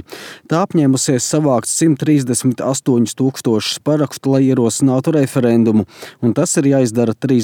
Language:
Latvian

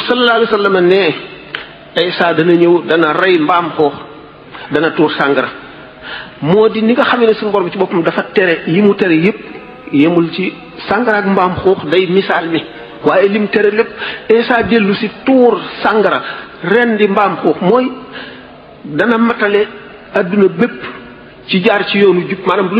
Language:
Wolof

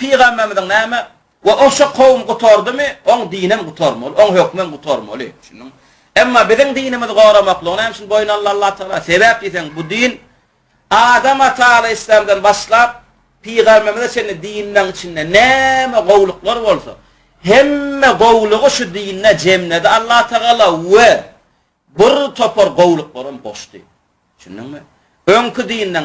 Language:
Turkmen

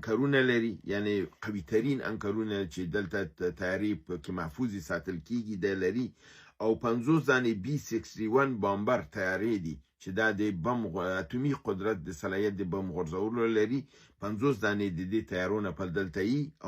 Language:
Pashto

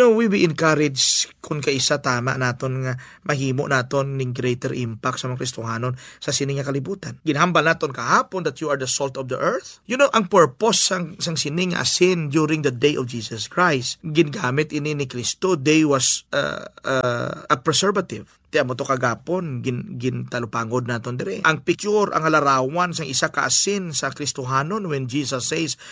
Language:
Hiligaynon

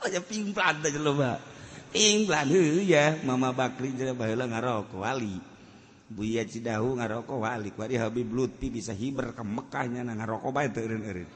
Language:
Sundanese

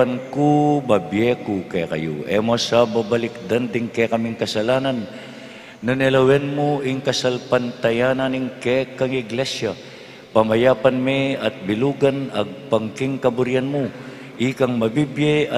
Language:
Pampanga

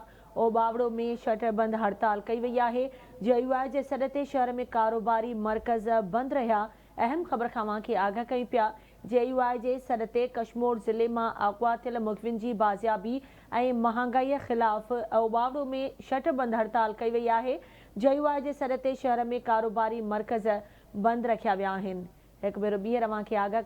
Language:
Sindhi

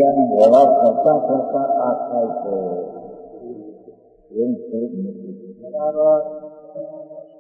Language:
Gujarati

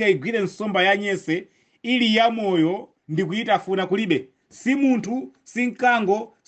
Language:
Nyanja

